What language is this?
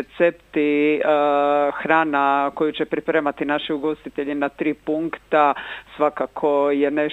Croatian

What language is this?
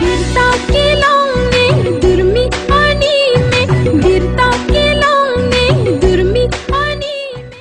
Karbi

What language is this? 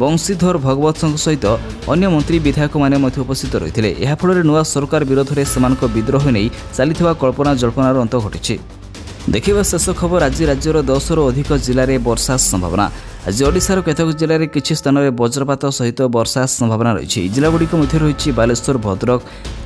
Odia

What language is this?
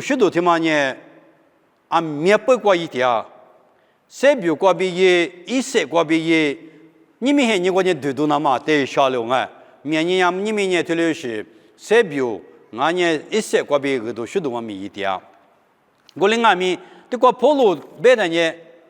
Lisu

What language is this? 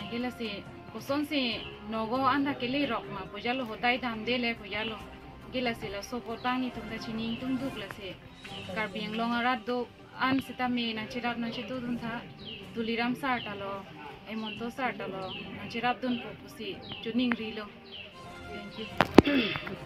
Karbi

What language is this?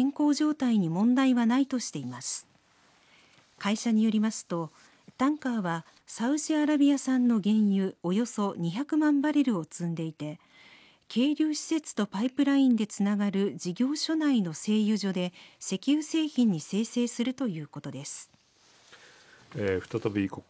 Japanese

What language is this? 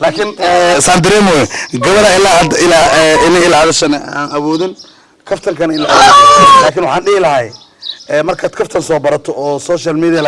Somali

